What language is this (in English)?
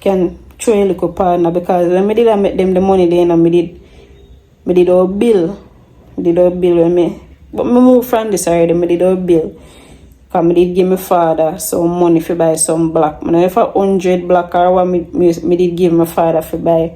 Jamaican Creole English